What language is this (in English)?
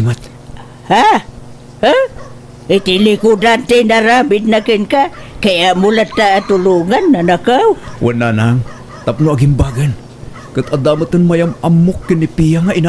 Iloko